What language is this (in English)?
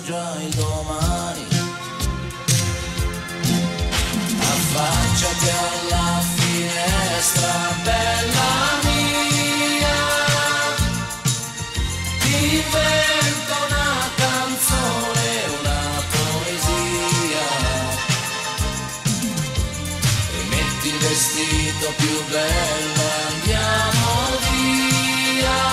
Italian